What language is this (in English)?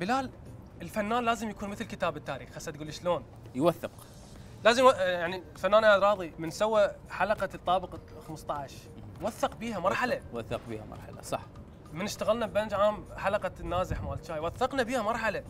Mesopotamian Arabic